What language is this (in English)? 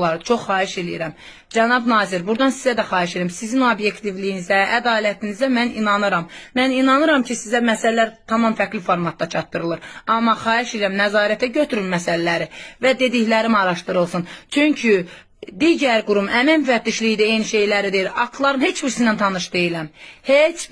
Azerbaijani